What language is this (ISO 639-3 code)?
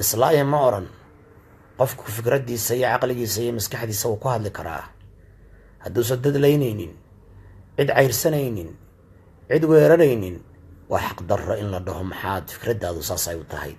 som